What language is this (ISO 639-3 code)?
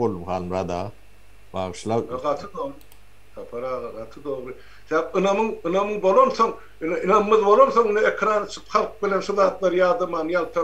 tuk